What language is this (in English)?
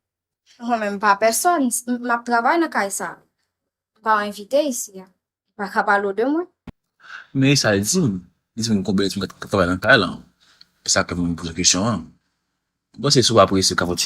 Haitian Creole